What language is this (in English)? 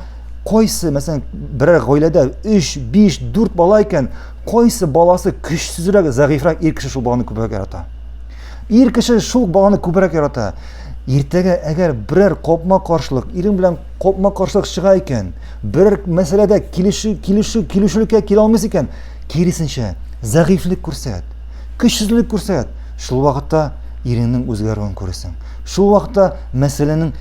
Tatar